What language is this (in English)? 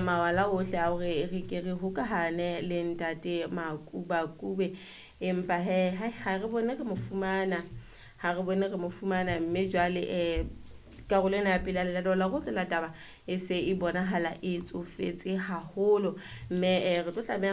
Southern Sotho